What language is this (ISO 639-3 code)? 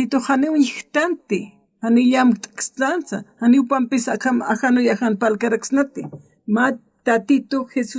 aym